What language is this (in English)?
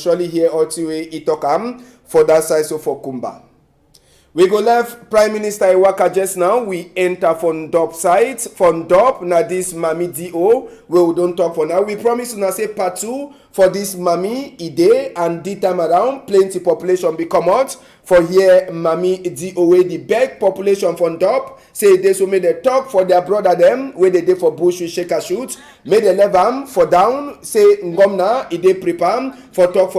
Cameroon Pidgin